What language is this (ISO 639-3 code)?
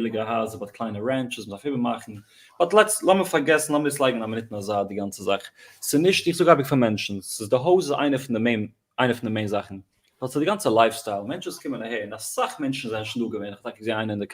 yid